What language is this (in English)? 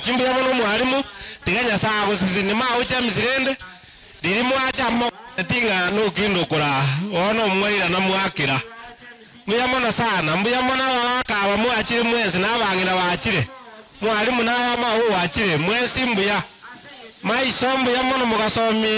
Gusii